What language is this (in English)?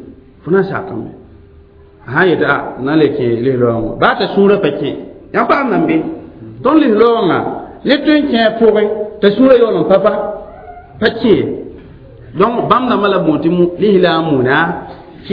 Mossi